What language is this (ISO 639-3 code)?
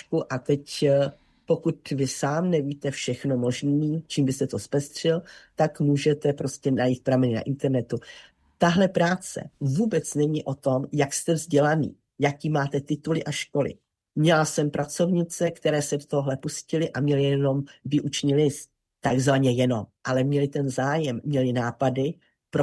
ces